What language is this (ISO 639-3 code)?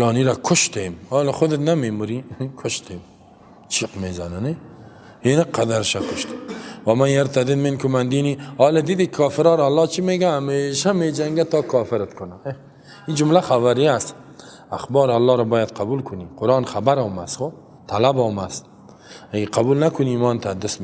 fas